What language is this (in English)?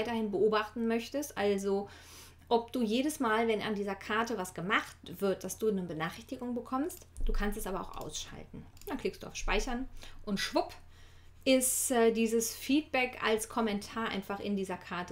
German